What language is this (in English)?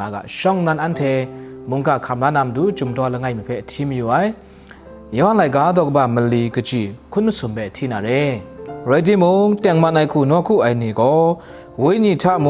Kachin